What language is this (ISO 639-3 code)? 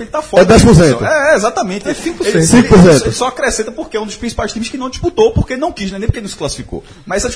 por